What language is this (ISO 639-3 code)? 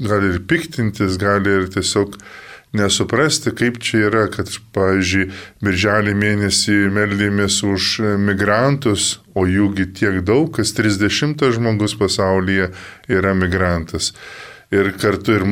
lit